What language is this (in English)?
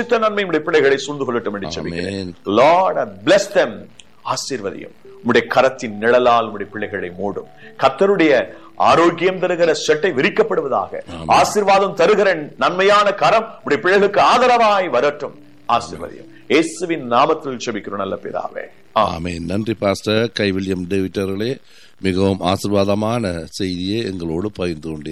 Tamil